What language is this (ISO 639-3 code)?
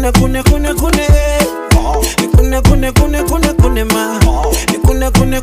swa